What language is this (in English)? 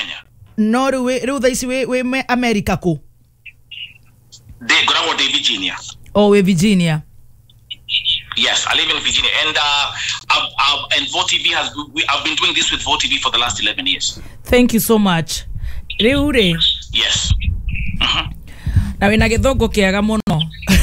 Kikuyu